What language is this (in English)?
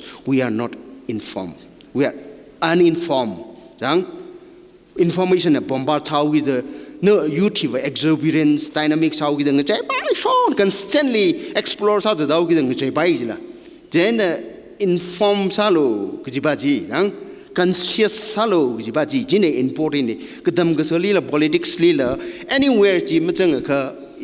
Tangkhul Naga (India)